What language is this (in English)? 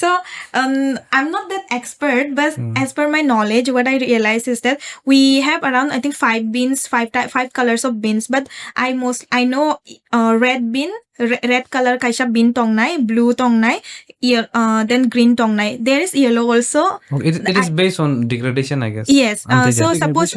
Kok Borok